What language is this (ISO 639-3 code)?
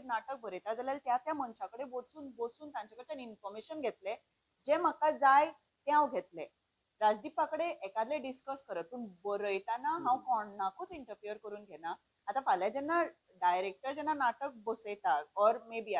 kok